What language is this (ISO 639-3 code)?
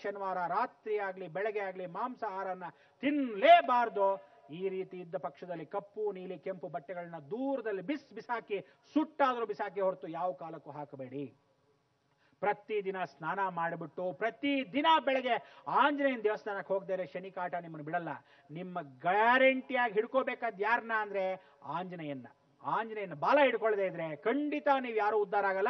kan